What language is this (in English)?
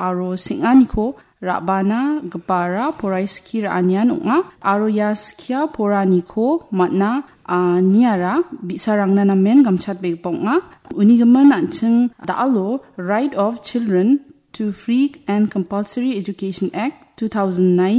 Garo